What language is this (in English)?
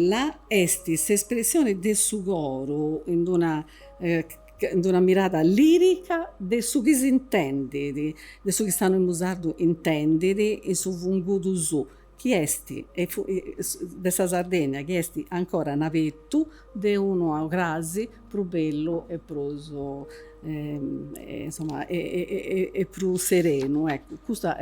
Sardinian